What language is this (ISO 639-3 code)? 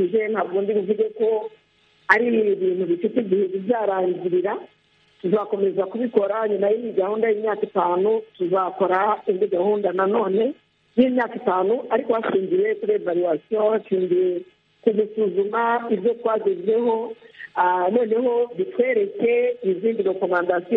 kin